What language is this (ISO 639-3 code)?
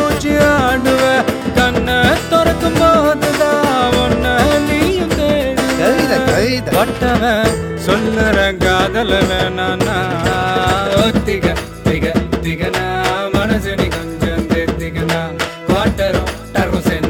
tam